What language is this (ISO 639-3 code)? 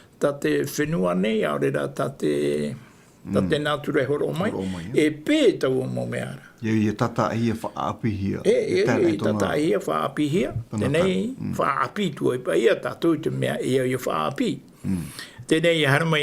tah